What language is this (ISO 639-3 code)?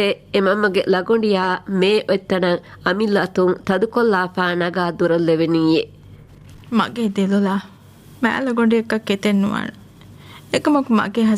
div